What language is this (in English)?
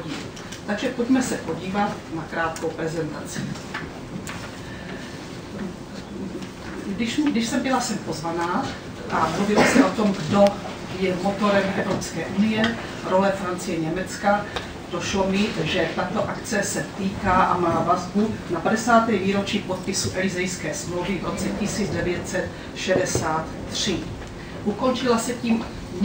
Czech